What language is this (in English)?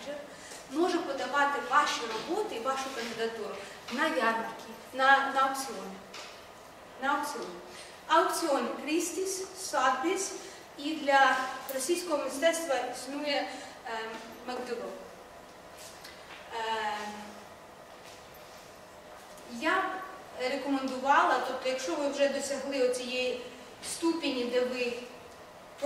Ukrainian